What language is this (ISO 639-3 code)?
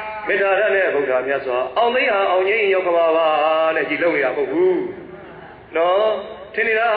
mya